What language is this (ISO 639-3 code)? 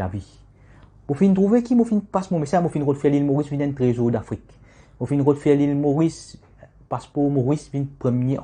mfe